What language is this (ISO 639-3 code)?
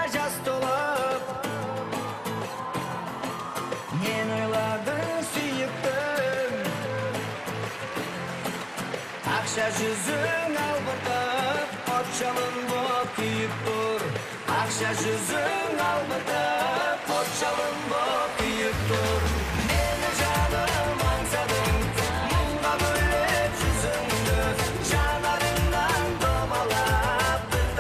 kaz